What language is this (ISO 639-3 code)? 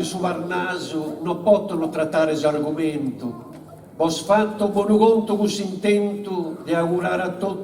srd